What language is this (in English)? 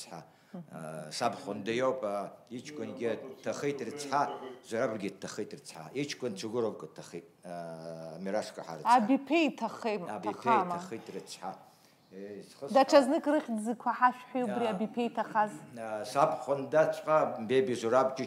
Abkhazian